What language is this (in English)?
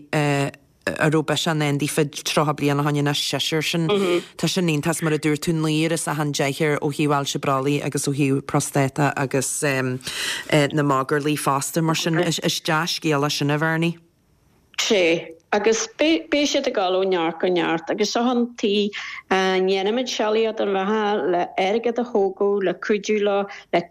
Irish